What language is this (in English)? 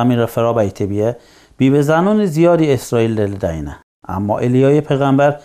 Mazanderani